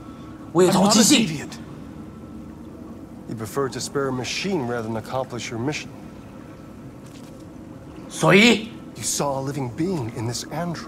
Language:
Chinese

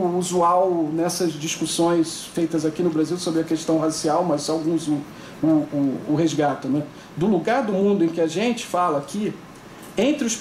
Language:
Portuguese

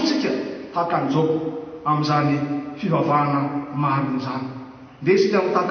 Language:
Malagasy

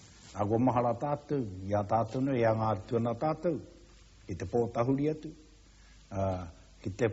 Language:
Māori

